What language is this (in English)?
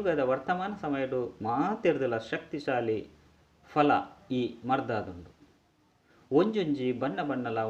Tulu